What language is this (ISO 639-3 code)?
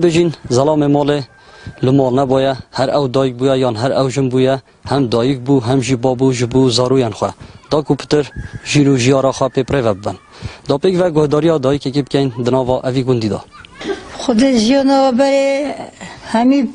kur